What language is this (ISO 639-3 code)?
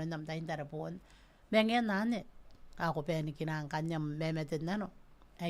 gil